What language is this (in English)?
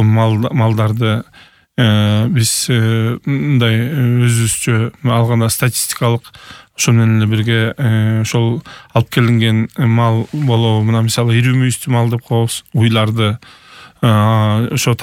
Kyrgyz